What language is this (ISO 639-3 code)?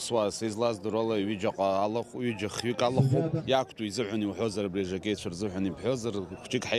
abk